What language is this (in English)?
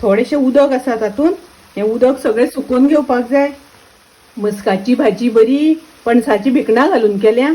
Konkani